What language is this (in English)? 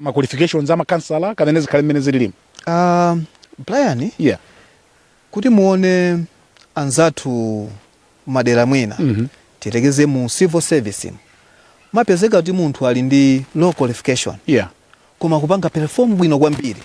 Nyanja